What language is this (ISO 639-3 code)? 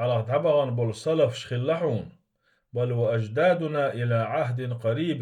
che